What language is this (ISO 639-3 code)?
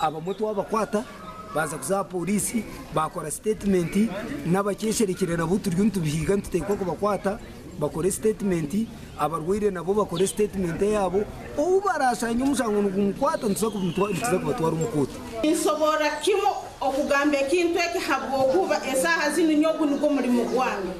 nyn